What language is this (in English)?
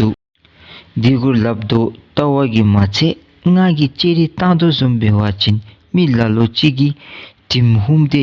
Dzongkha